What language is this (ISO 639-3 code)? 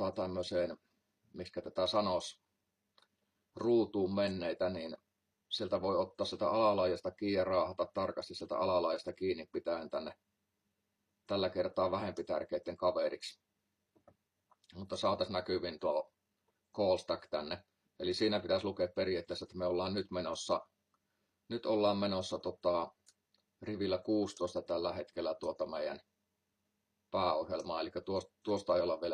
fin